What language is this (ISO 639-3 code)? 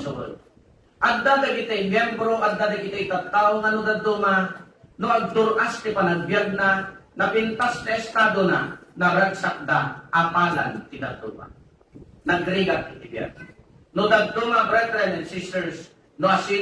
ilo